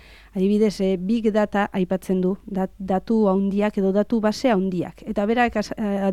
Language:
Basque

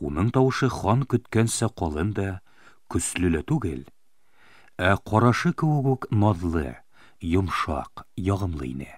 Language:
Bashkir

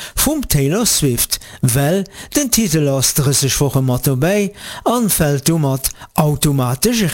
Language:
Luxembourgish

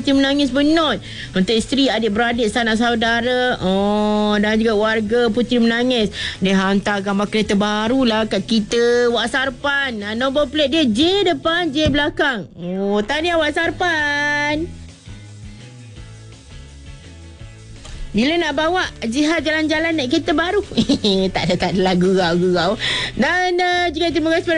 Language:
Malay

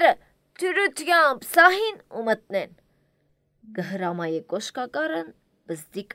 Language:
Armenian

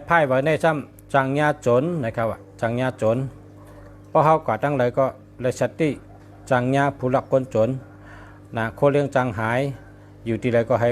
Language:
Shan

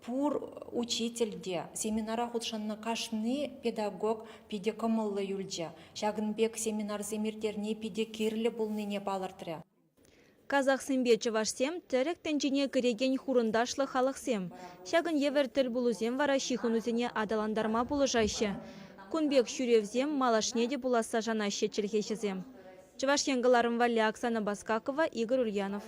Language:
Chuvash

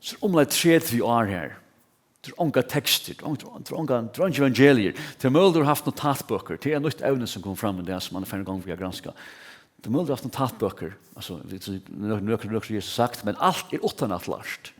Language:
Faroese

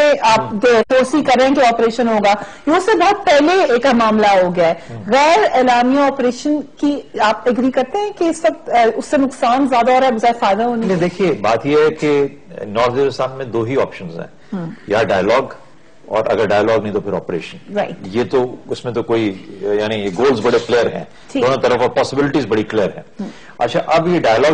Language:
Urdu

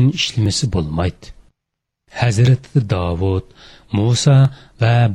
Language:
Uyghur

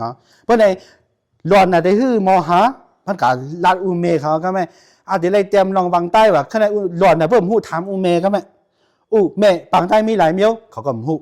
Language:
Shan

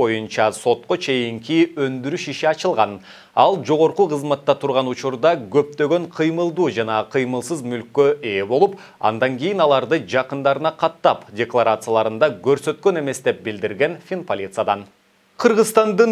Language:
Kyrgyz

